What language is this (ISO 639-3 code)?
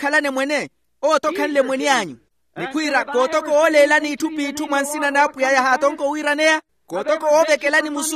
vmw